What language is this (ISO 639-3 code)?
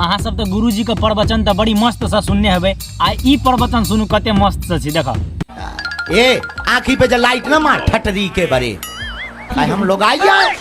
mai